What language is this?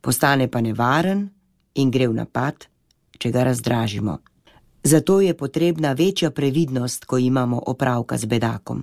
Slovenian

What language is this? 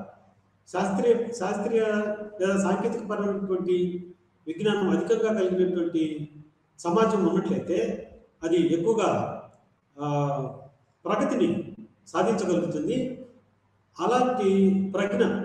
Telugu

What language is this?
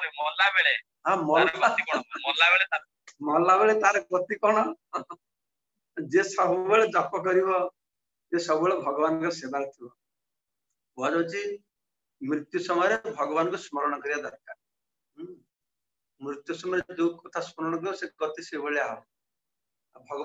Odia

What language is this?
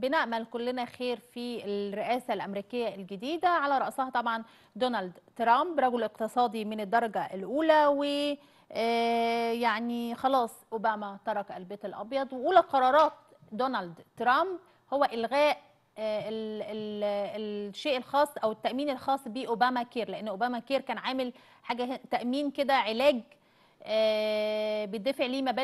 Egyptian Arabic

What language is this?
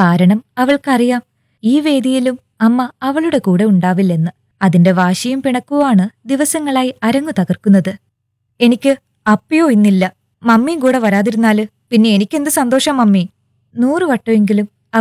Malayalam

